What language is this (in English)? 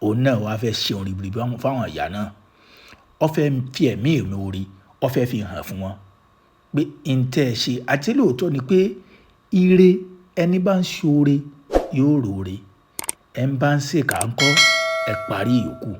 Yoruba